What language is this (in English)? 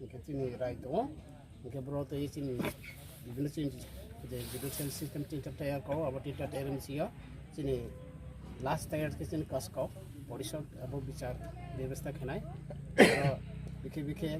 Riang (India)